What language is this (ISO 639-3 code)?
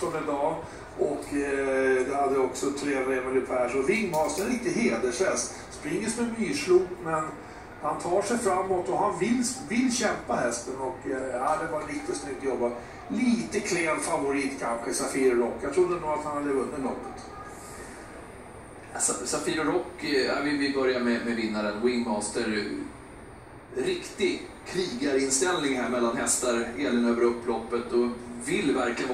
swe